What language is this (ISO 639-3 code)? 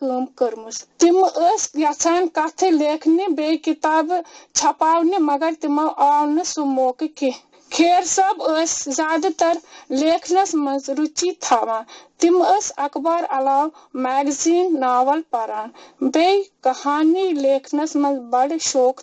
kas